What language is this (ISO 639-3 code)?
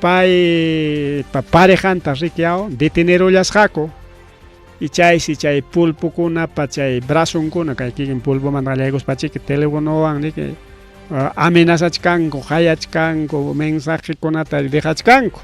quy